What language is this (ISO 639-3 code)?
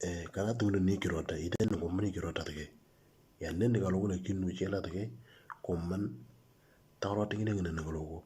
mor